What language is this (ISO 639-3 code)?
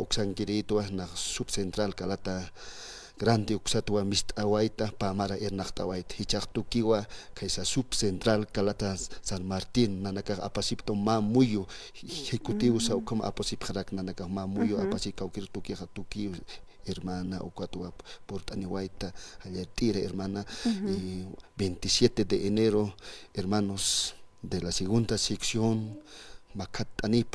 aym